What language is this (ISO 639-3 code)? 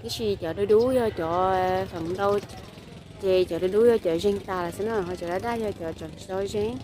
hmn